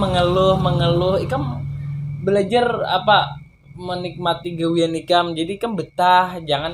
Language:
Banjar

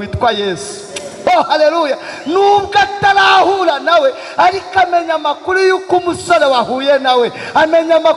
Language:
Kinyarwanda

